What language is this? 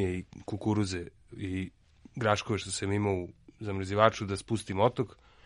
Serbian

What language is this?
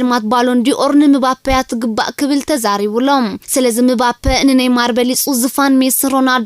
Tigrinya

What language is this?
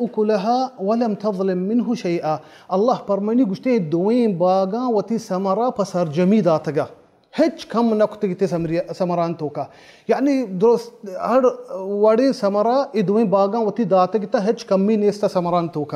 Baluchi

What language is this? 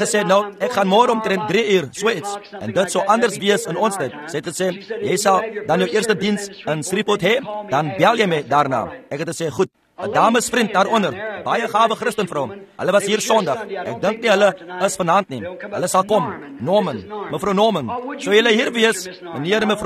Afrikaans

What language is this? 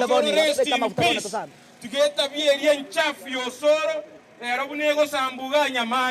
Gusii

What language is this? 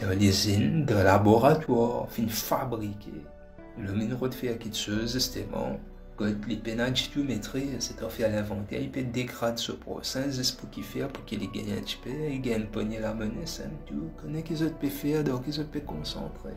Morisyen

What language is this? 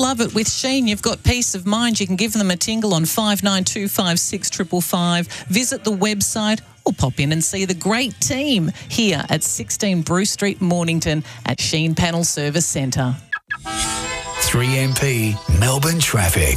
English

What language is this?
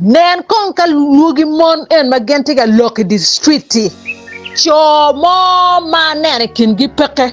Acoli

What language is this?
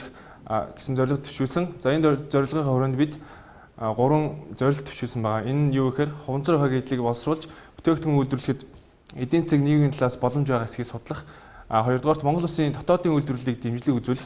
Mongolian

